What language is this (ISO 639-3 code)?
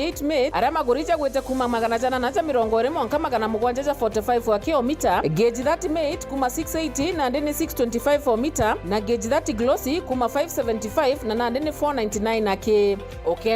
mer